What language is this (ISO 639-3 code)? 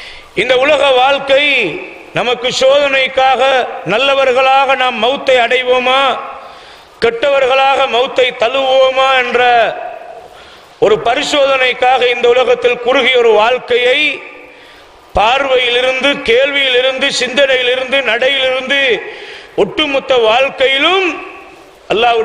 tam